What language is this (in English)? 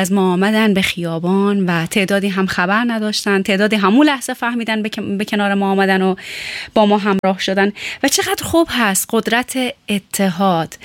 Persian